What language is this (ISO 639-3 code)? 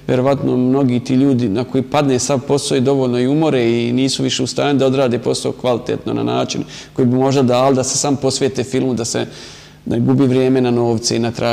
bos